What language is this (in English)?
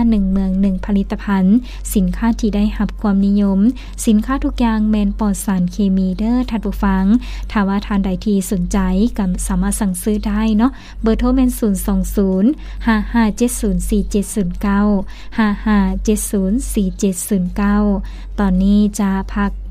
Lao